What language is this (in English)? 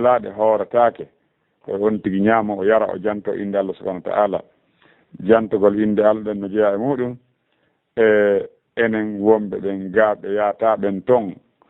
Fula